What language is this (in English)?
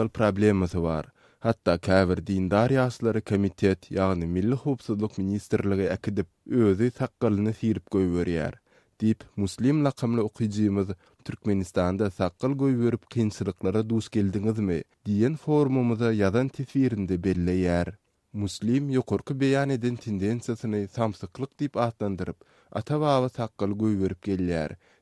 Turkmen